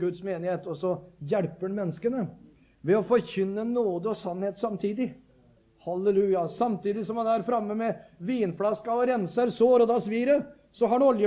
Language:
Norwegian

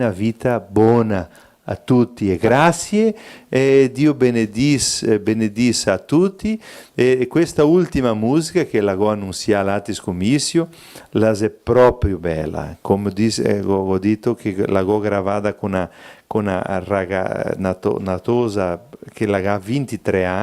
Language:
Venetian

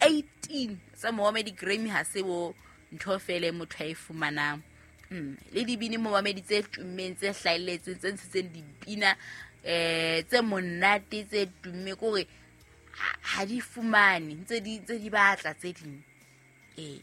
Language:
Southern Sotho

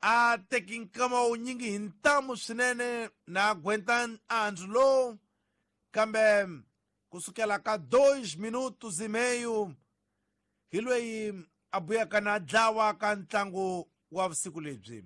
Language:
Tsonga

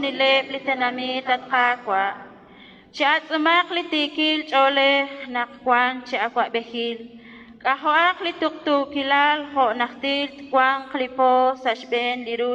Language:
Kekchí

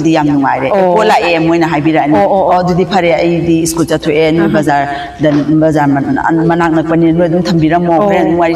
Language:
Manipuri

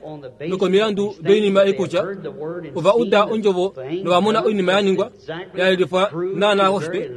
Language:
Kuanyama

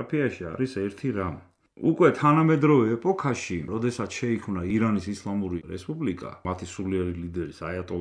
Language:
Georgian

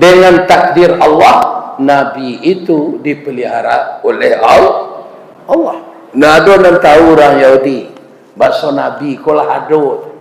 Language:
Minangkabau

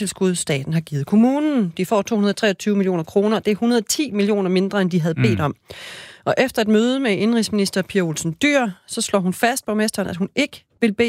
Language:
Danish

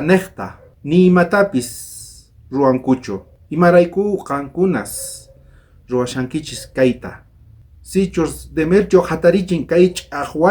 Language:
South Bolivian Quechua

